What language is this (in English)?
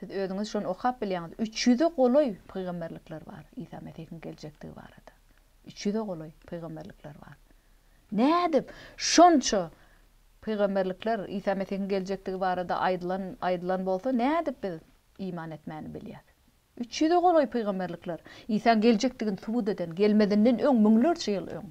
Turkmen